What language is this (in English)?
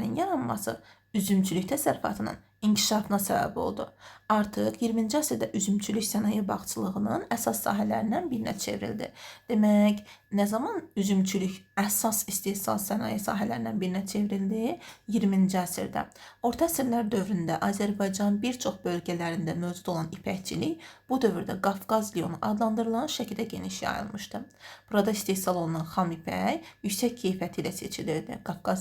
Azerbaijani